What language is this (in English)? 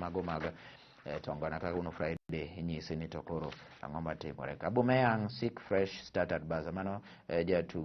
Luo (Kenya and Tanzania)